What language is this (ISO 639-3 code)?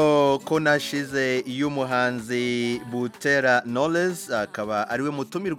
kin